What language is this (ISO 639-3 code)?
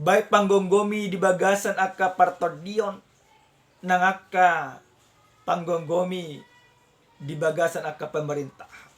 bbc